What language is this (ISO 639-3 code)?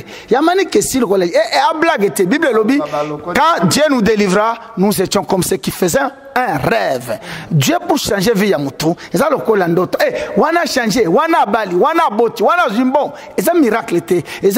lin